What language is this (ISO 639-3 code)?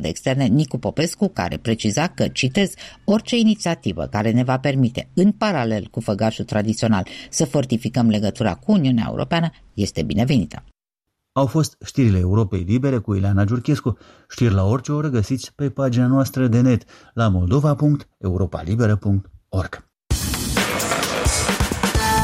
ron